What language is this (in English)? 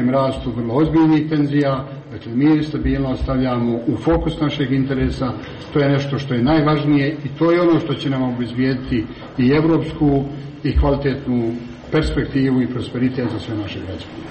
Serbian